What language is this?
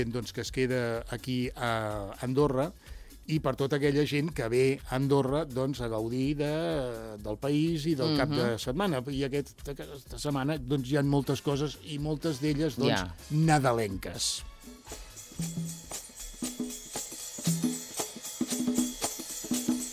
Catalan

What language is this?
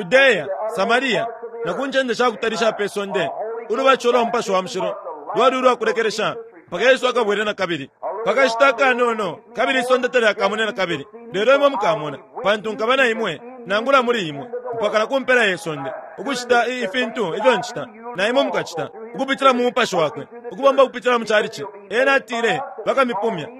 Bemba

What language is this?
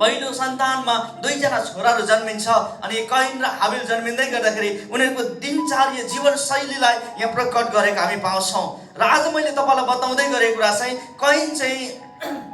Nepali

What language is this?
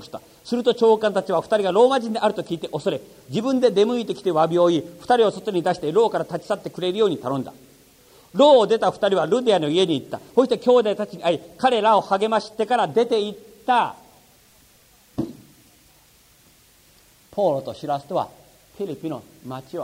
Japanese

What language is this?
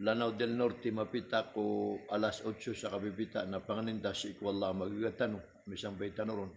Maranao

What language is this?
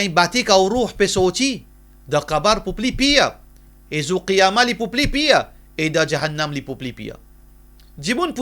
Morisyen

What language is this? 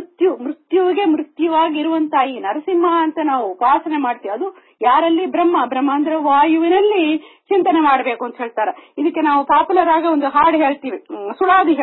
Kannada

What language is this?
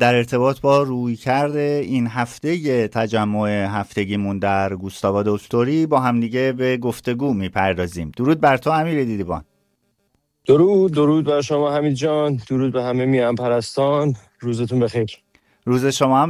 Persian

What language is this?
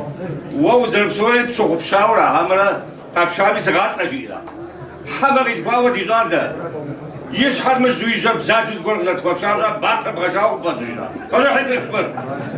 Kabardian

